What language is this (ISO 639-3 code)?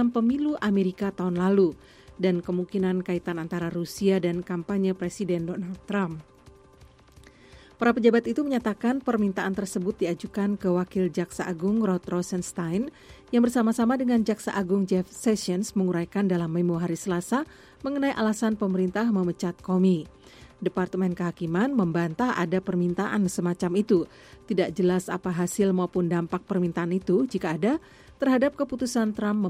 ind